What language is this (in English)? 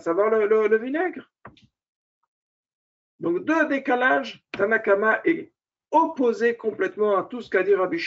French